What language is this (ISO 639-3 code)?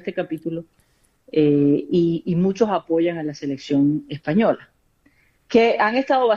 spa